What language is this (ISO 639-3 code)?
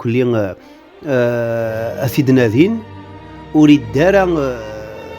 kab